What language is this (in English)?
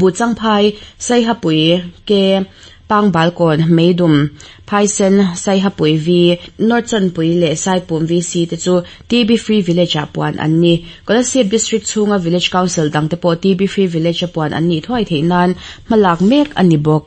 Mizo